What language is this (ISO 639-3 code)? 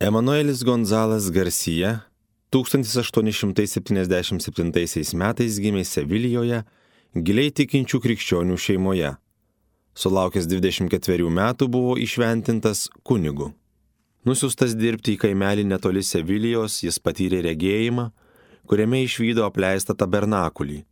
lit